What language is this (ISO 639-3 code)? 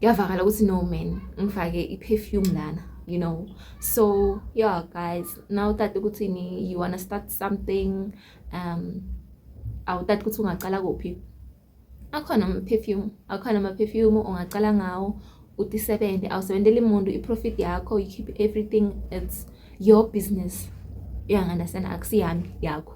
zul